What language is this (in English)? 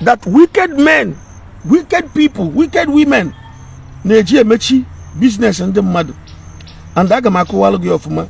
Igbo